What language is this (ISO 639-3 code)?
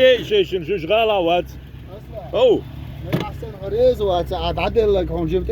che